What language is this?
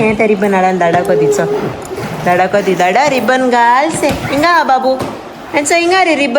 Konkani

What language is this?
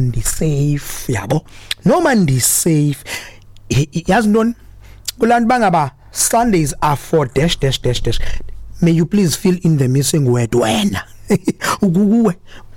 Xhosa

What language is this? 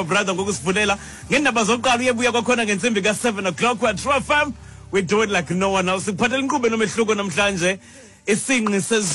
Xhosa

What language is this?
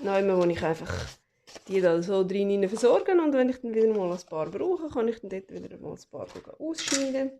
Swiss German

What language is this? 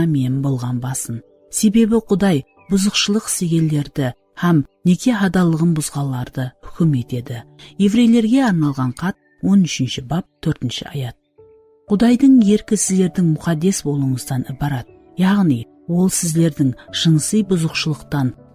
Kara-Kalpak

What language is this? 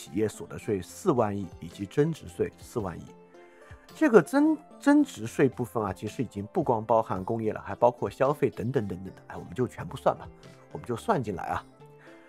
Chinese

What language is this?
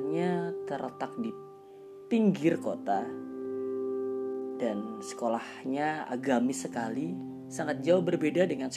Indonesian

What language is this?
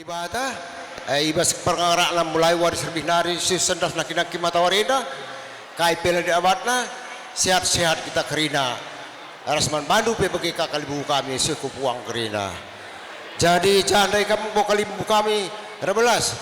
Batak Karo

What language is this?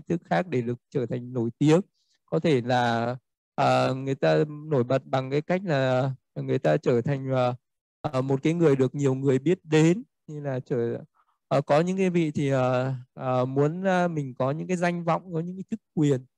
Vietnamese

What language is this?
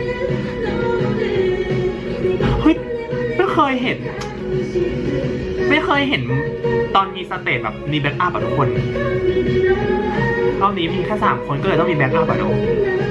Thai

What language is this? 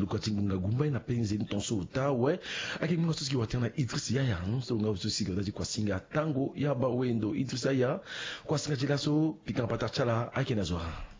Sango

